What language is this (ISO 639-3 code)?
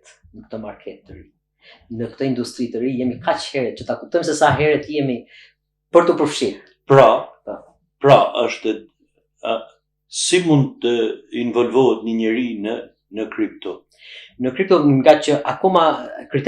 sqi